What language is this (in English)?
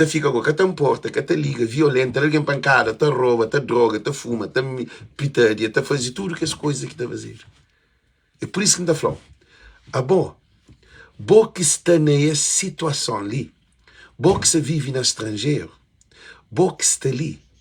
Kabuverdianu